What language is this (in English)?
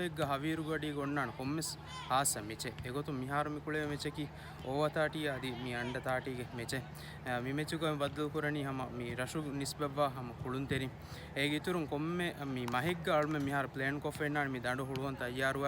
Divehi